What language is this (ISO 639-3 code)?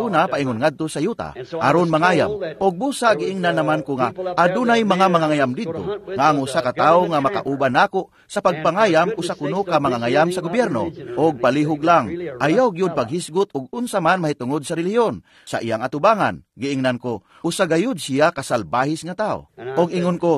ceb